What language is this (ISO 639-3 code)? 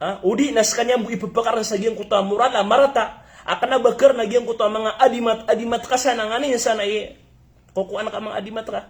mrw